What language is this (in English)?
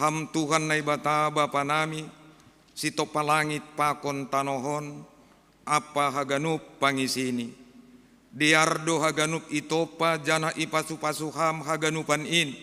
Batak Simalungun